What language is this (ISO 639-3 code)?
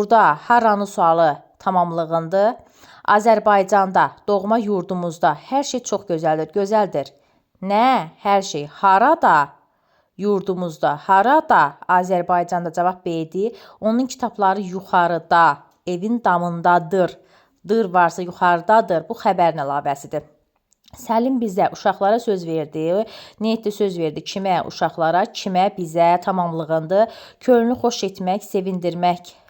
aze